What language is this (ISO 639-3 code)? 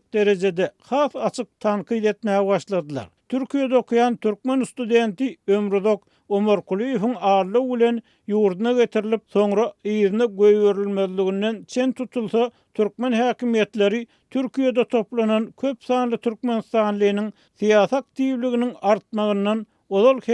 tuk